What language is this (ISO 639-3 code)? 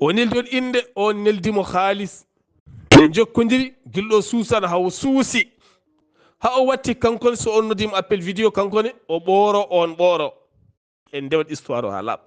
ful